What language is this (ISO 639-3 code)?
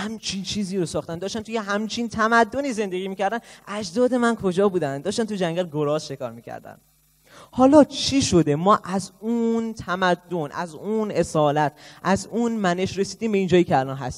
fas